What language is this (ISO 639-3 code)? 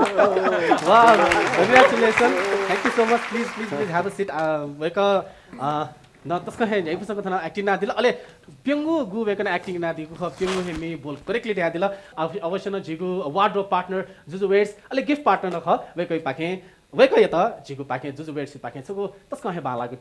new